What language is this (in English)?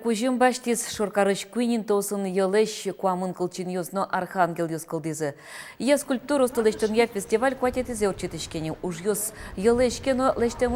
Udmurt